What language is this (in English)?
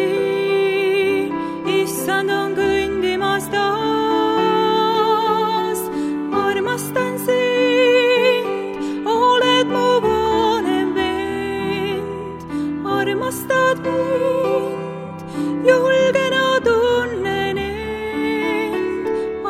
Estonian